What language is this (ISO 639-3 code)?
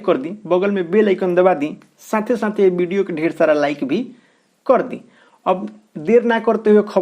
bho